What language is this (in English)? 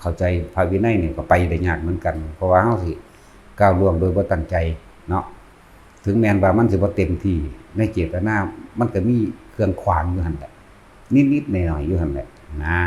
Northeastern Thai